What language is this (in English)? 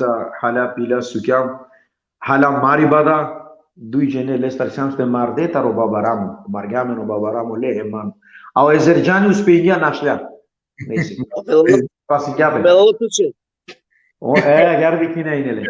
Balkan Romani